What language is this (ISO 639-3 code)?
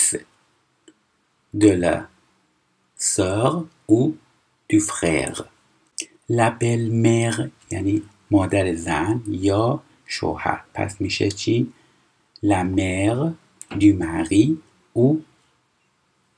fas